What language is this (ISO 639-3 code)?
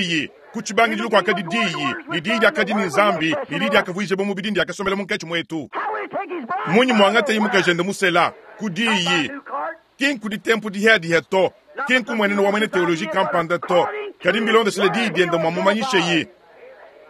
lua